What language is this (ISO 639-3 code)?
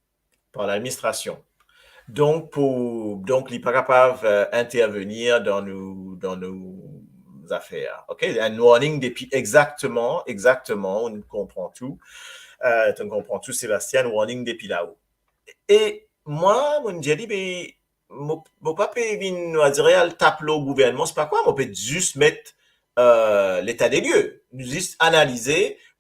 mfe